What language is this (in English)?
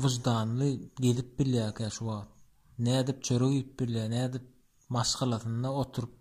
Turkmen